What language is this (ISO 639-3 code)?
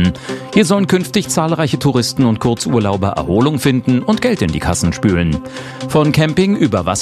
deu